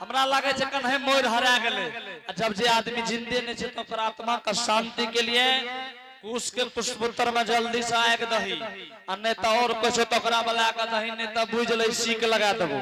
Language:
Angika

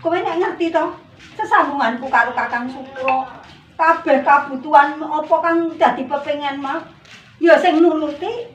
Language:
Javanese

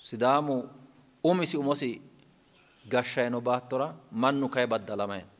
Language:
Sidamo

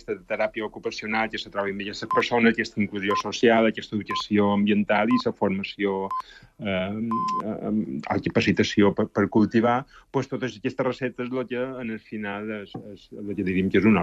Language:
Catalan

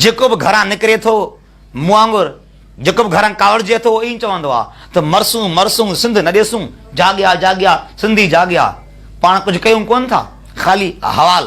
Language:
Sindhi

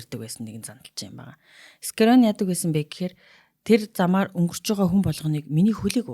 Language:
Mongolian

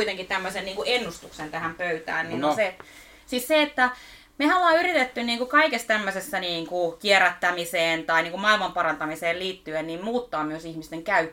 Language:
Finnish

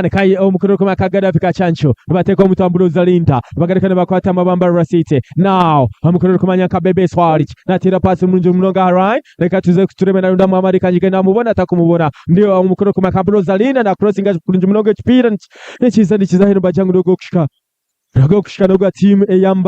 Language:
Nyankole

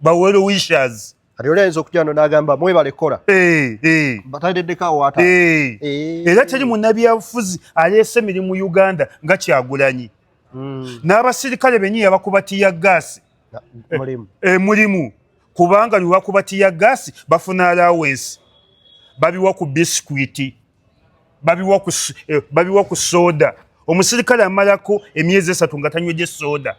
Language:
Ganda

